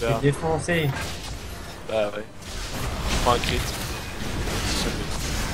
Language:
French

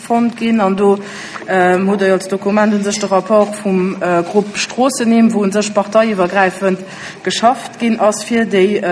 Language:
Luxembourgish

